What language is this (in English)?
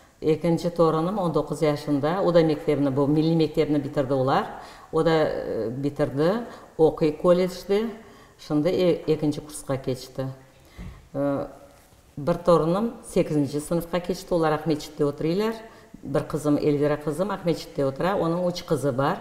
Crimean Tatar